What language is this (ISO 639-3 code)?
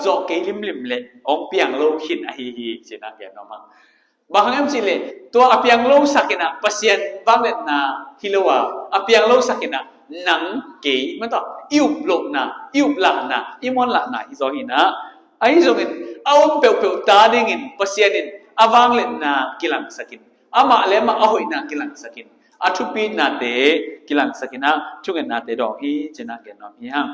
ctd